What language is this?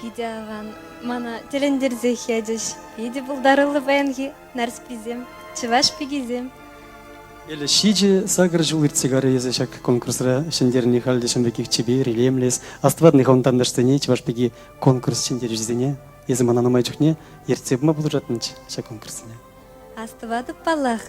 Chuvash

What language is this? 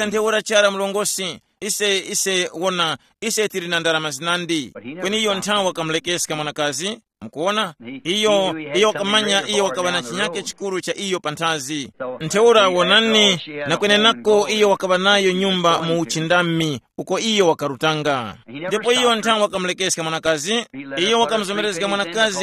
Tumbuka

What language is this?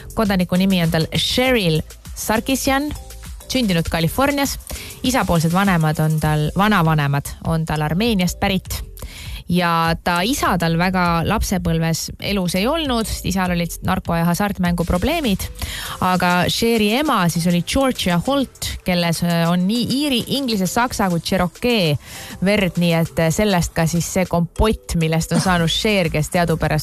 Estonian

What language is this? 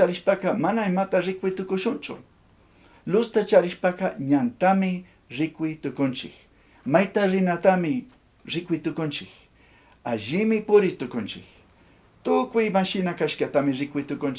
Chimborazo Highland Quichua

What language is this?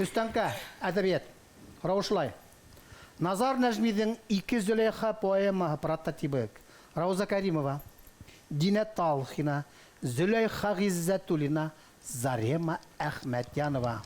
Bashkir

